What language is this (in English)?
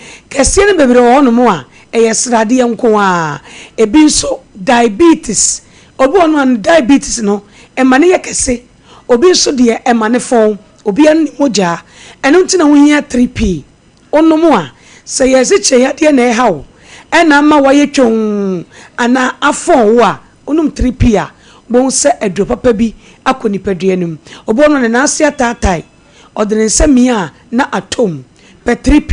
Akan